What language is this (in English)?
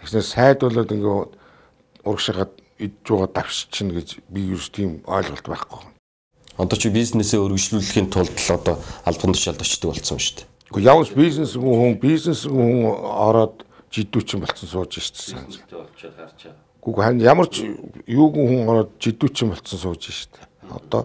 Mongolian